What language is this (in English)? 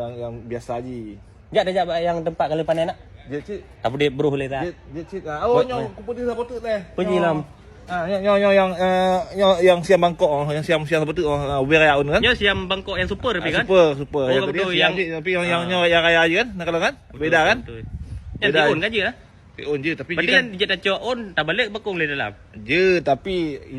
Achinese